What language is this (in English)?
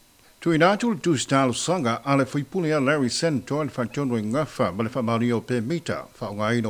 Samoan